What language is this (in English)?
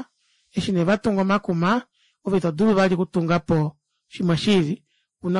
Kuanyama